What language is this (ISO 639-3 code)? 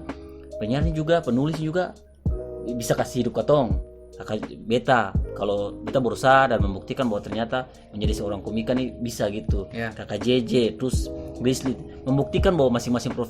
abs